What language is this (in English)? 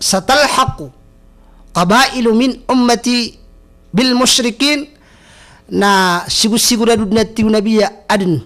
Maranao